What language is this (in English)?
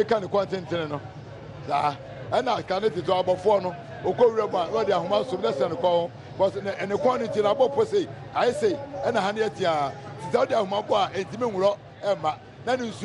Akan